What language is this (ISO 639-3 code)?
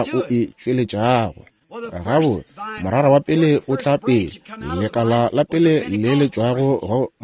nso